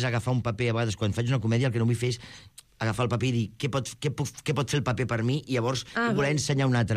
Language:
Catalan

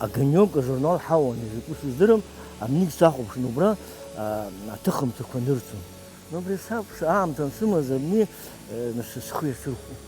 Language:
Abkhazian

